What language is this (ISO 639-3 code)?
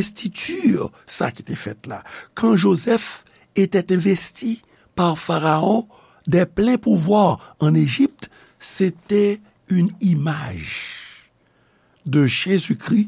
hat